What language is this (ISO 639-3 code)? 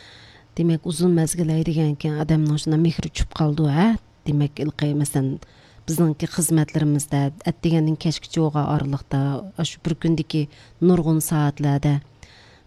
uig